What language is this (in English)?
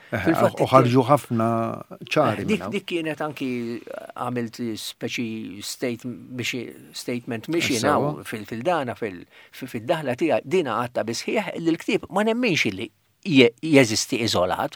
Maltese